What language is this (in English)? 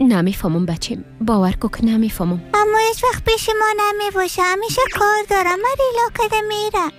Persian